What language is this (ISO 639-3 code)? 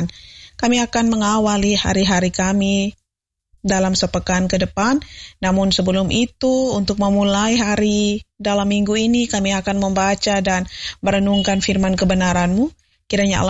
ind